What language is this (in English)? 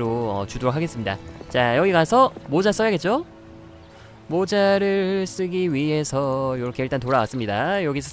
Korean